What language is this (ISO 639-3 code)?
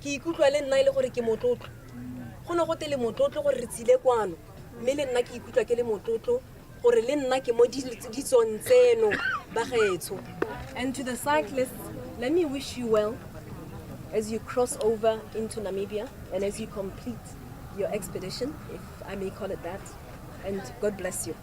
tsn